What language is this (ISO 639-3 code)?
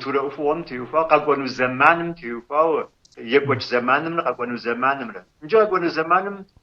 kbd